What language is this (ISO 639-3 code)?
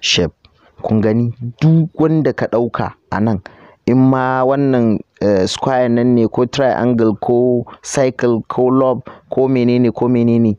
hau